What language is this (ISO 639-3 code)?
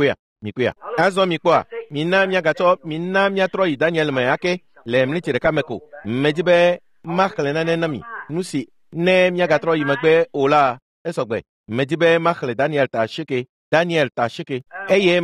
ewe